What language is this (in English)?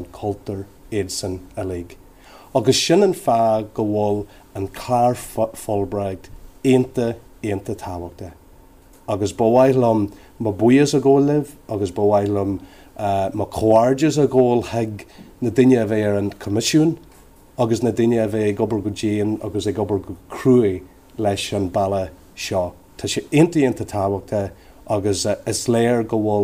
Irish